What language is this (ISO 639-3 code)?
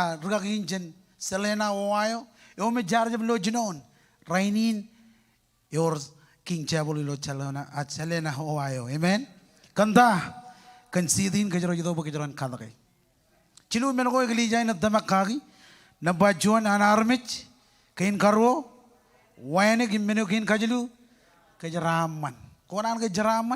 mah